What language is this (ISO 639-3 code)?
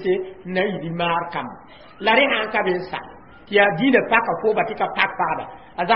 mos